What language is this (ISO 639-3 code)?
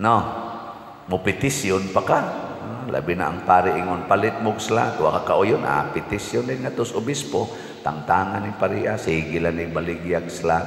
ceb